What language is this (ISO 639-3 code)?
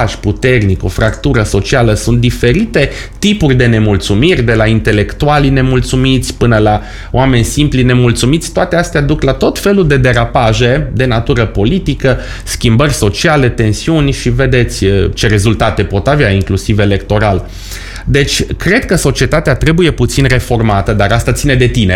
ron